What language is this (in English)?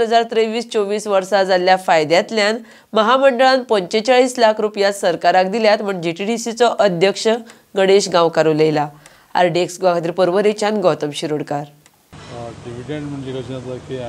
Konkani